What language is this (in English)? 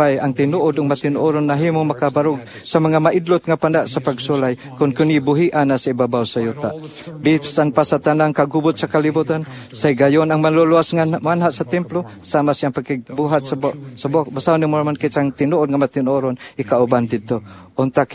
Cebuano